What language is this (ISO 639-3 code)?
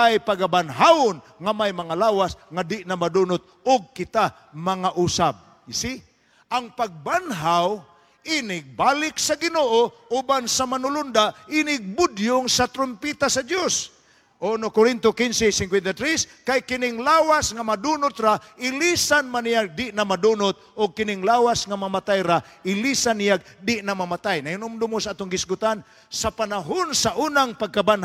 ceb